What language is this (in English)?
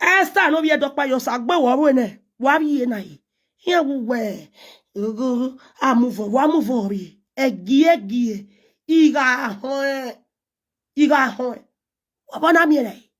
Nigerian Pidgin